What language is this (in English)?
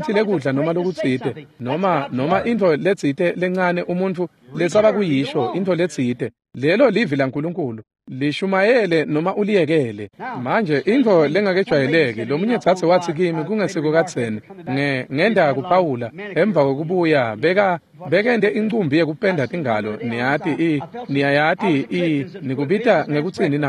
Swati